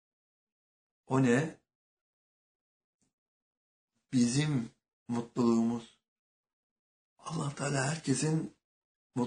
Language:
Turkish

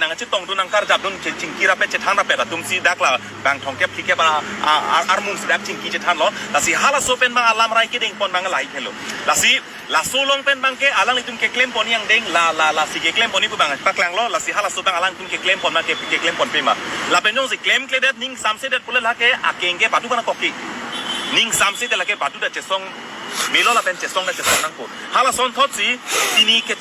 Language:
Karbi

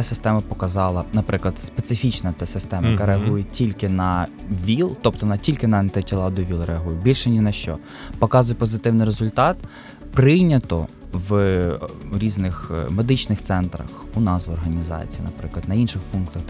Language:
Ukrainian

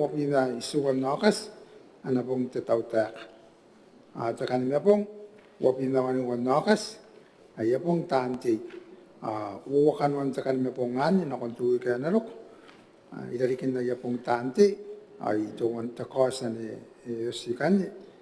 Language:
Gilbertese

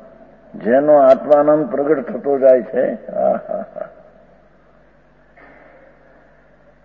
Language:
Gujarati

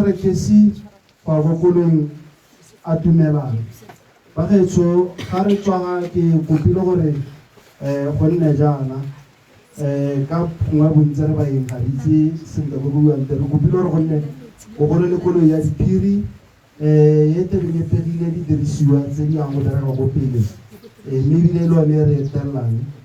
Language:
Tswana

